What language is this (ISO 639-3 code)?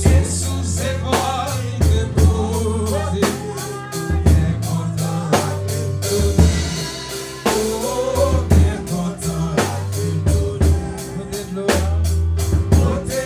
hat